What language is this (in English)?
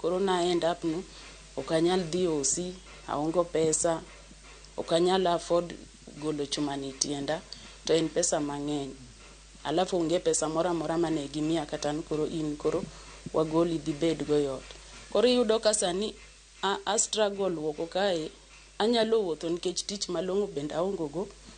Luo (Kenya and Tanzania)